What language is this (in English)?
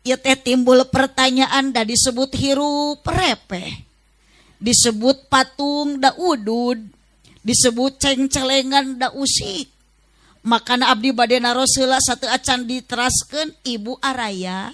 Sundanese